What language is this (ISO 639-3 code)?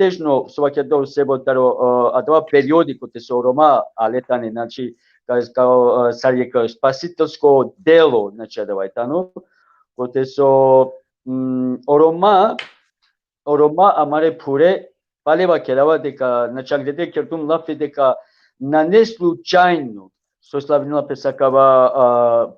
rmn